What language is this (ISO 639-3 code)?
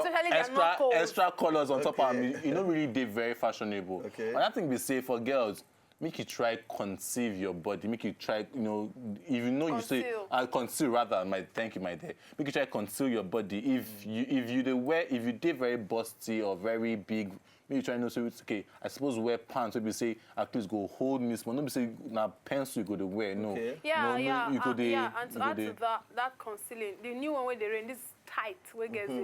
pcm